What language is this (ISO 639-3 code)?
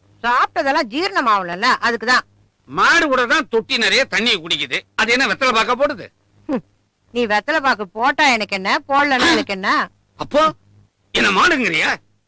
tam